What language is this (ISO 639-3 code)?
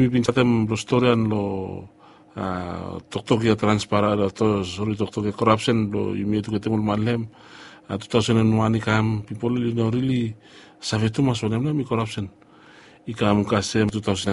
bis